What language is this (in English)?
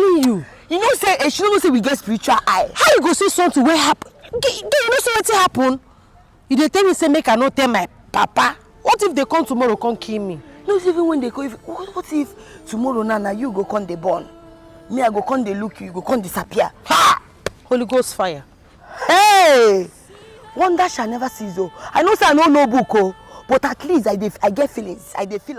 Nigerian Pidgin